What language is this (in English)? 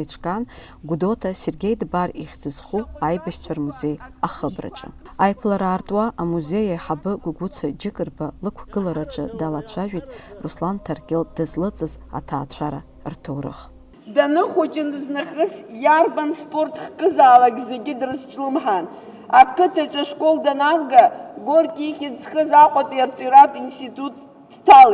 Abkhazian